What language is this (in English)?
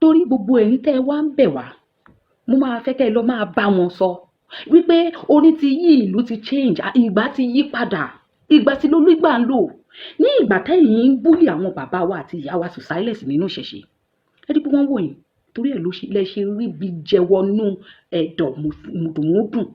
Yoruba